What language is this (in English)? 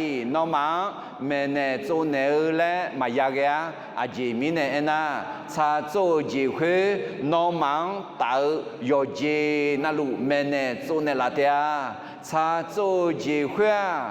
Akha